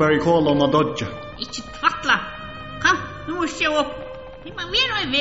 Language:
Faroese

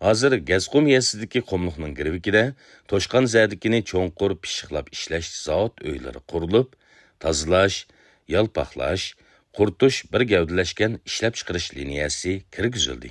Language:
Uyghur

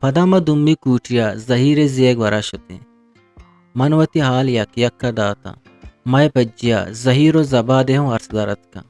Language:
Eastern Balochi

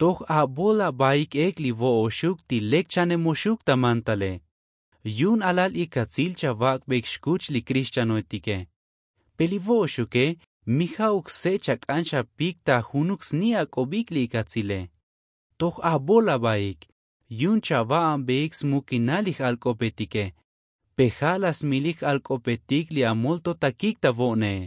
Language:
Tzotzil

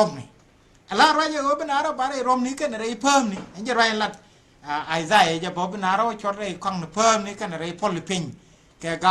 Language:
Nuer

